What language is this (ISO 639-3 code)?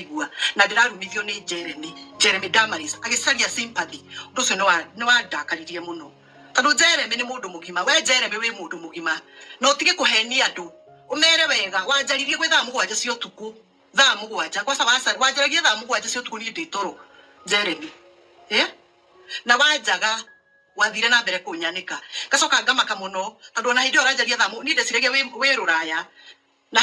kik